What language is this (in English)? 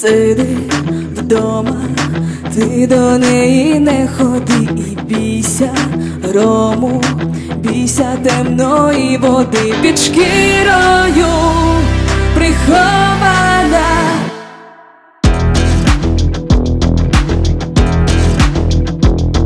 Ukrainian